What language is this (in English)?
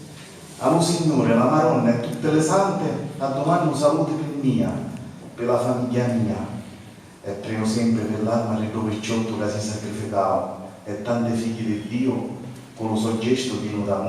Sicilian